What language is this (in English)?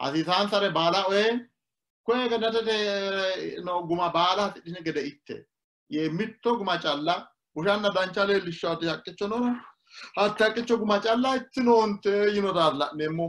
Sidamo